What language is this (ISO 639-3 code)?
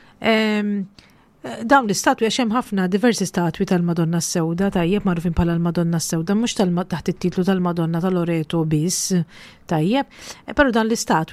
mlt